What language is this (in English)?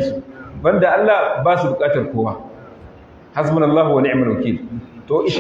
Hausa